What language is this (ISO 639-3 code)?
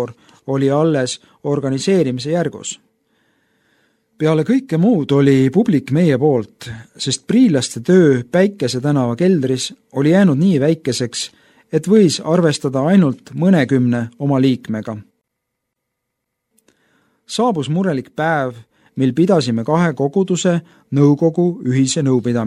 est